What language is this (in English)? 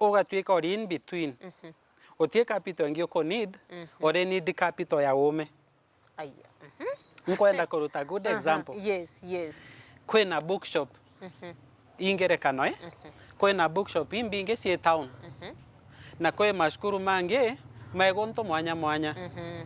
Meru